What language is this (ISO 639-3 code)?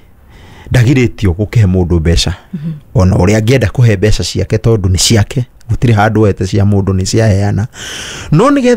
kik